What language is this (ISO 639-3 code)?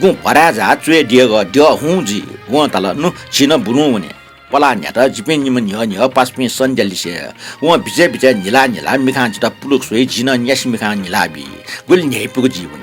new